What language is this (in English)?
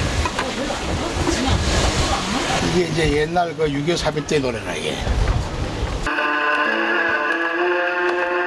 Korean